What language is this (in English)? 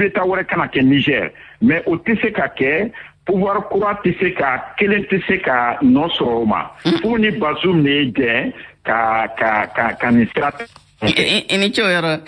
Bambara